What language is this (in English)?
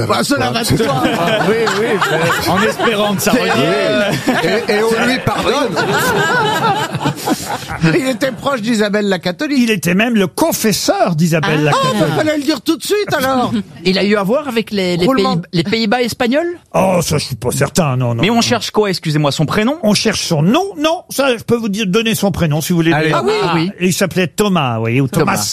French